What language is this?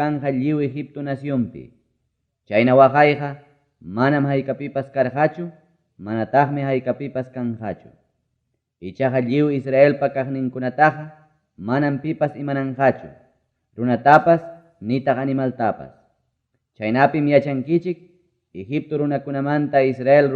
Ayacucho Quechua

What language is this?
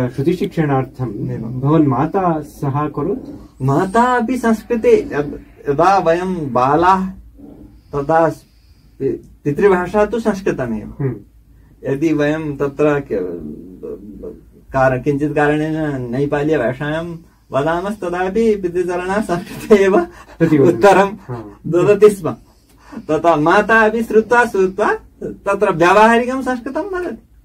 Sanskrit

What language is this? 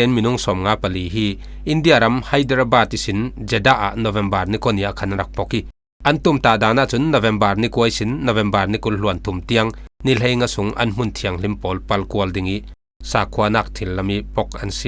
Falam Chin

